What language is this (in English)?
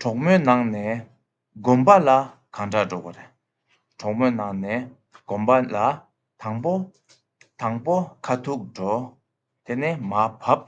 Tibetan